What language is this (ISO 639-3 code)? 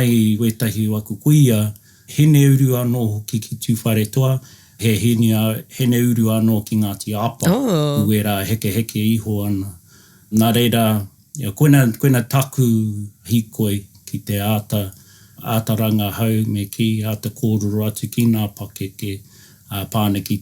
mri